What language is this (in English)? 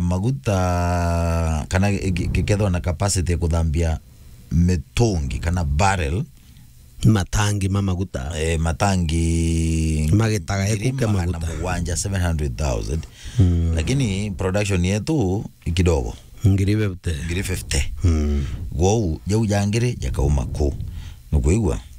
Meru